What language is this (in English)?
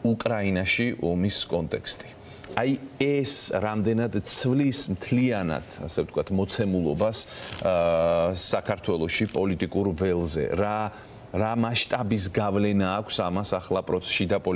Georgian